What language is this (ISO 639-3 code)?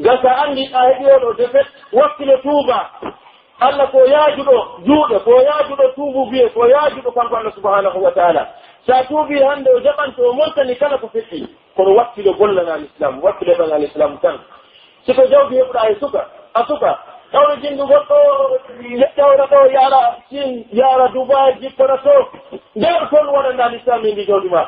fuf